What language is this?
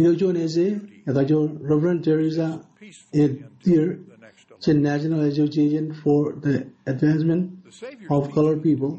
Marshallese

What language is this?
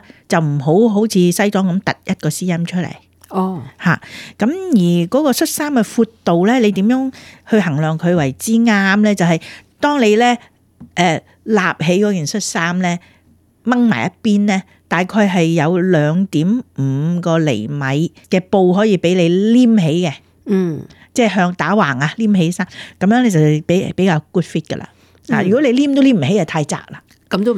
Cantonese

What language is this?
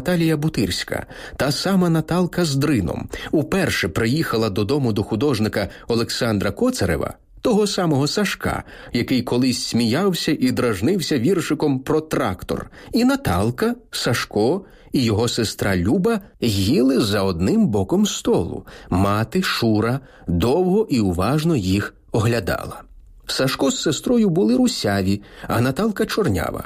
Ukrainian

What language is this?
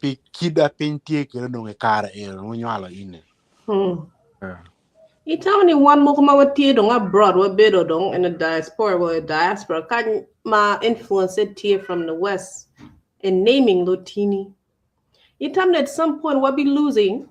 Acoli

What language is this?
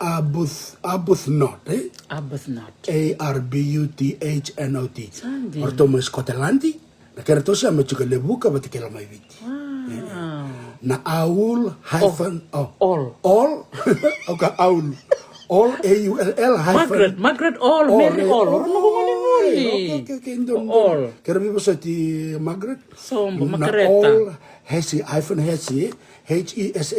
Fijian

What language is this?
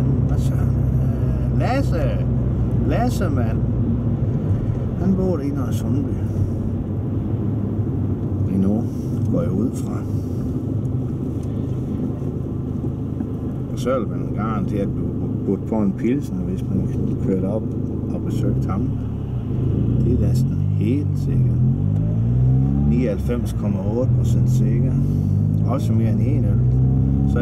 Danish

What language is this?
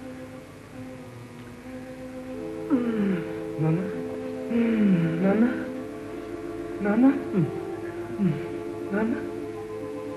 Telugu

